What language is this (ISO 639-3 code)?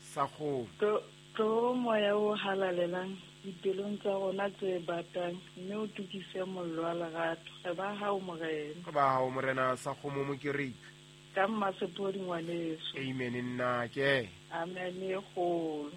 sot